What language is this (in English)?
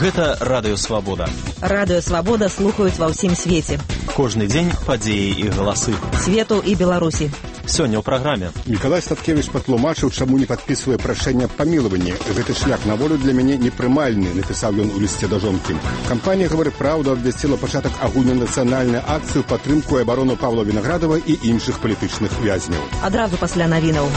Belarusian